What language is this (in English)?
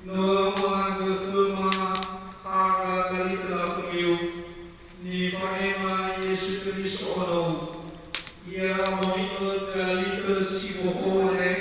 Nias